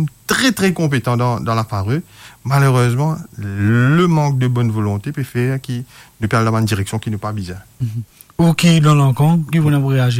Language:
Morisyen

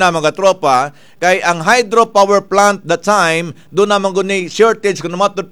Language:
Cebuano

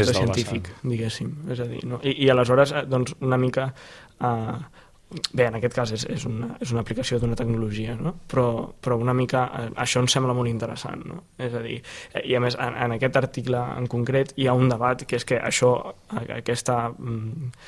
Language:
Catalan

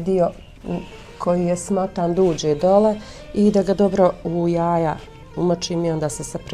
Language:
Bosnian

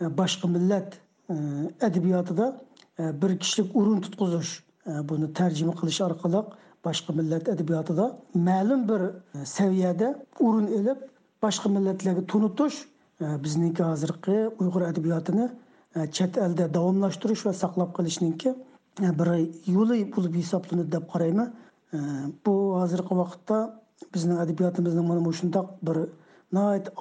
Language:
Uyghur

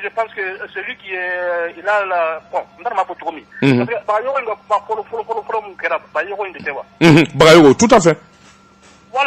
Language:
Bambara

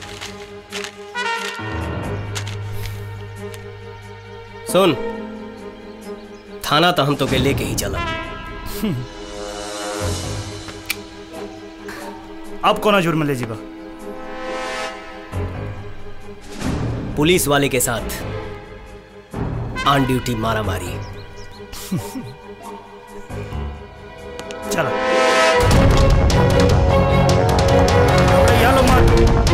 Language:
Bhojpuri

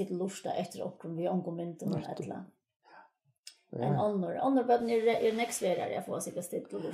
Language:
Faroese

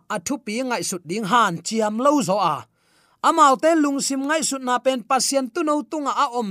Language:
Tedim Chin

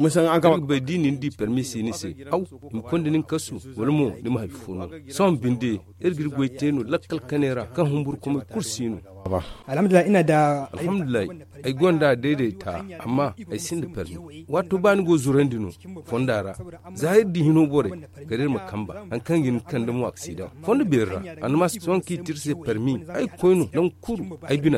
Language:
Zarma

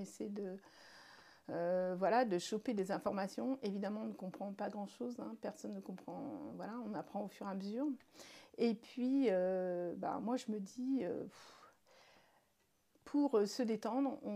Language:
French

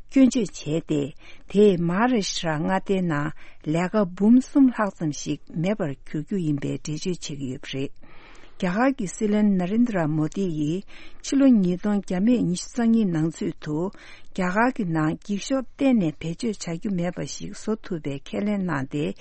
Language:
Tibetan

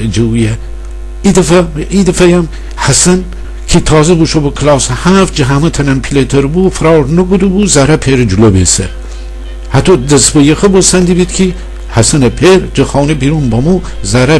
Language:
Gilaki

